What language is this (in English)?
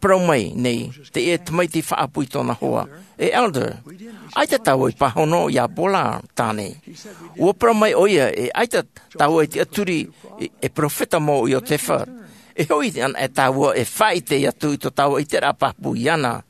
Tahitian